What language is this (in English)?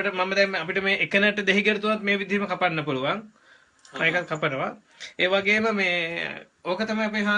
Sinhala